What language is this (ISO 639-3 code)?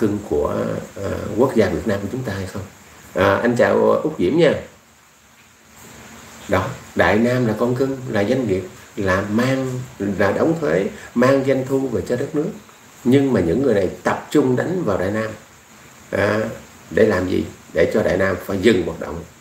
vie